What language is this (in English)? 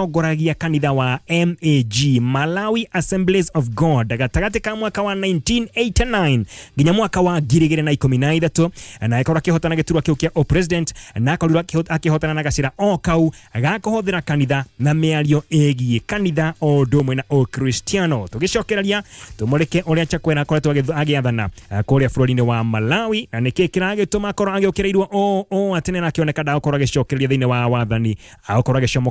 Kikuyu